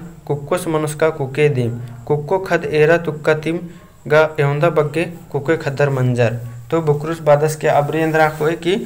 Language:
Kurukh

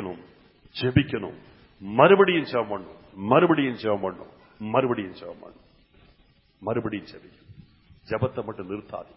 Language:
Tamil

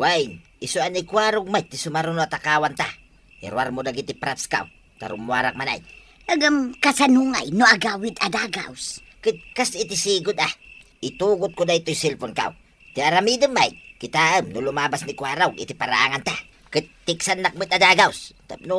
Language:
Iloko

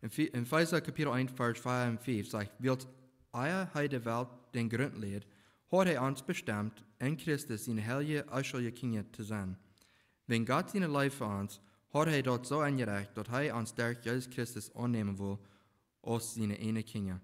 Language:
Plautdietsch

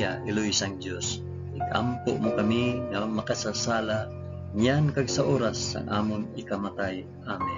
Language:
Hiligaynon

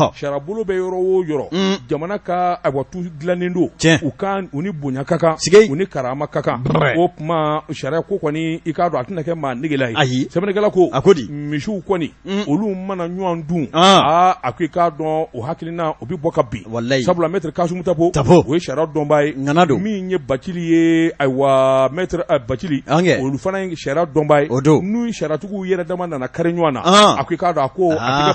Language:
Bambara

